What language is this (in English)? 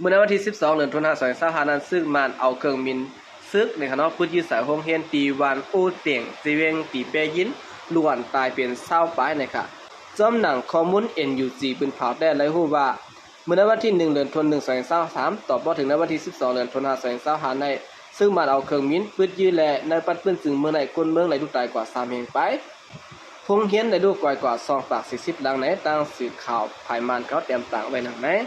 Shan